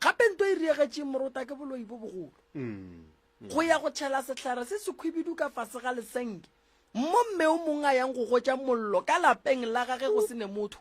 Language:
Northern Sotho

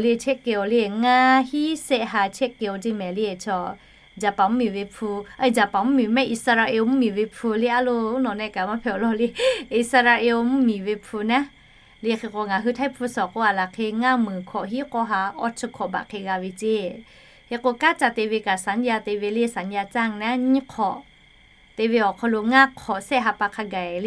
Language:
Lahu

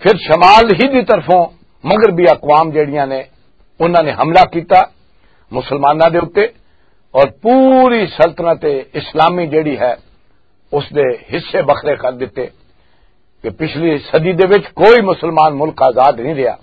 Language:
Western Panjabi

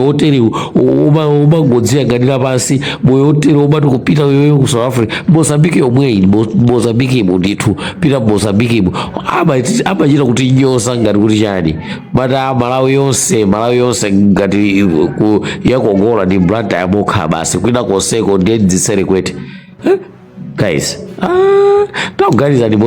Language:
Nyanja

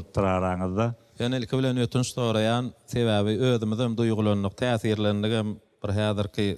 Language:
Turkmen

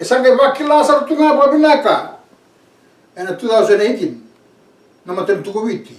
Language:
Fijian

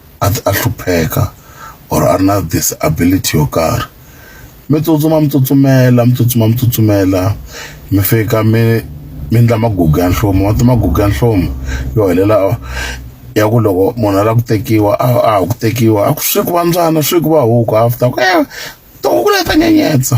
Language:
Tsonga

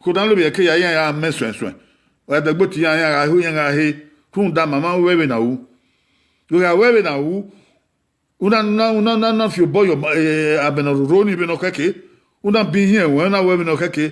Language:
Bini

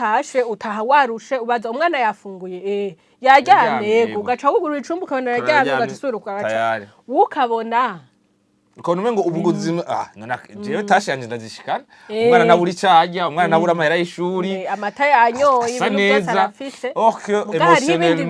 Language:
Rundi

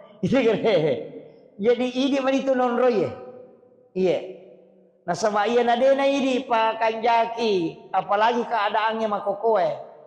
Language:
Buginese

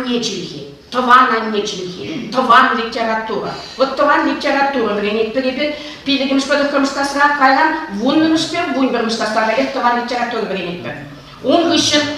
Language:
Chuvash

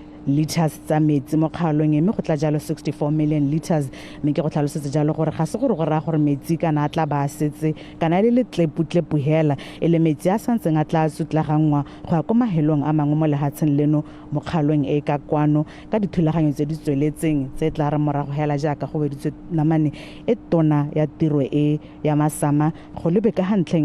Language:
Tswana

